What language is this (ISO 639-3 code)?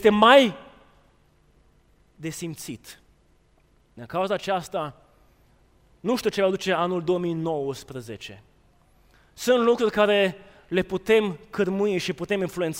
ron